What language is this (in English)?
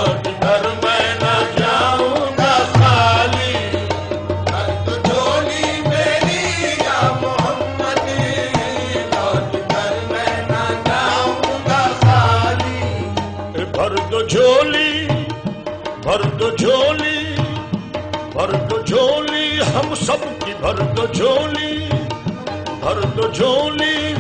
Urdu